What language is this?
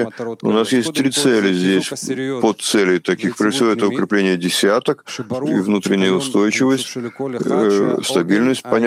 Russian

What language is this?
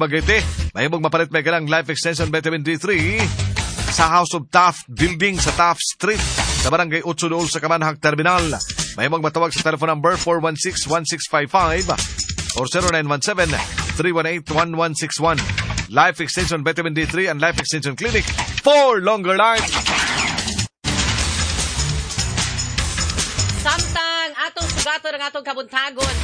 Cebuano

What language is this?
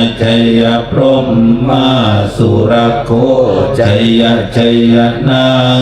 Pali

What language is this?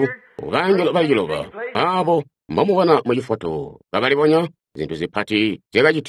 Tonga (Zambia)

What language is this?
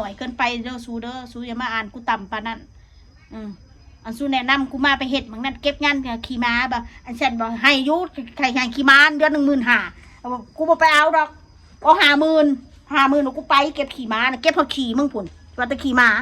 Northeastern Thai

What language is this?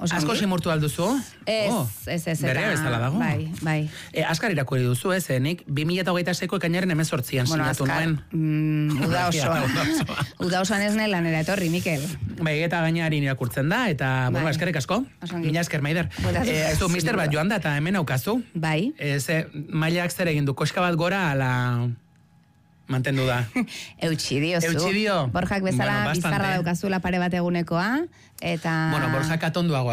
Basque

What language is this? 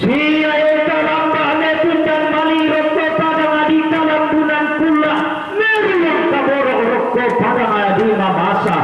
Toraja-Sa'dan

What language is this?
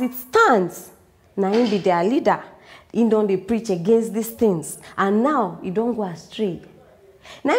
Nigerian Pidgin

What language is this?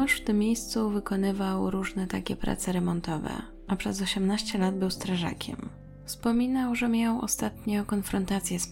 Polish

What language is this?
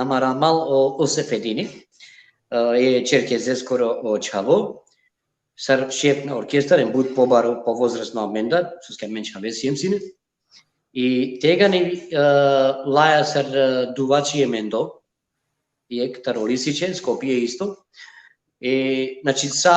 Balkan Romani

